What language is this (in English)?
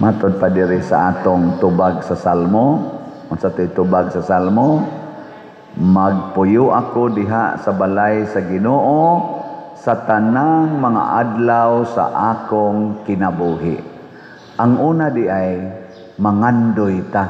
Cebuano